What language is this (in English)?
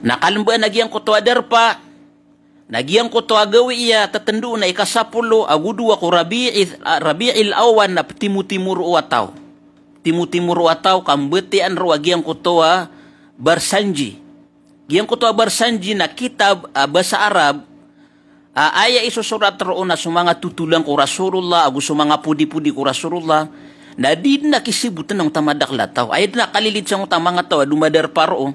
Maranao